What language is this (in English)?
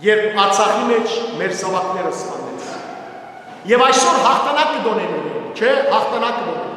Western Armenian